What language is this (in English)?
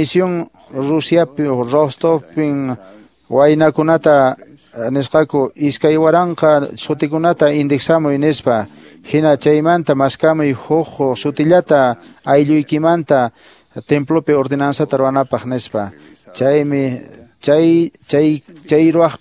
Quechua